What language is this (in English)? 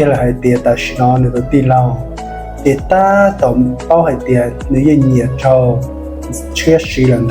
Hmong